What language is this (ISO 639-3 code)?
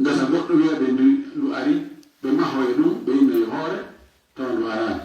ful